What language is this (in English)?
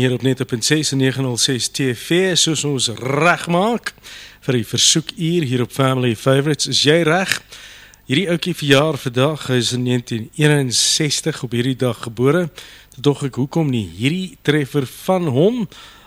Afrikaans